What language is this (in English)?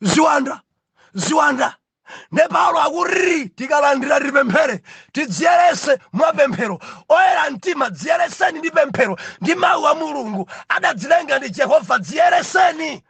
Nyanja